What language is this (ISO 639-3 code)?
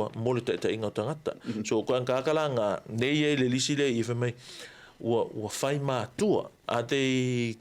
smo